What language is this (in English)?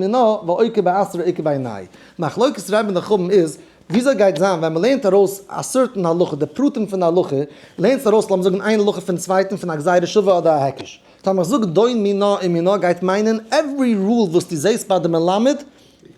Yiddish